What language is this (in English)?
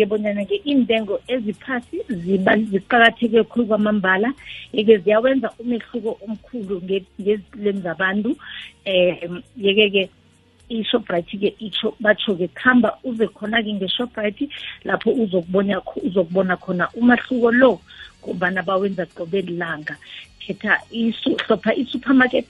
South Ndebele